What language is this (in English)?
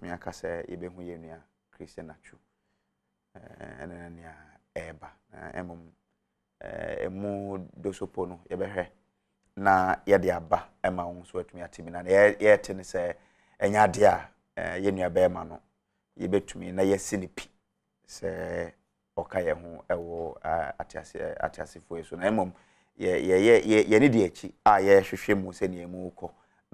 Akan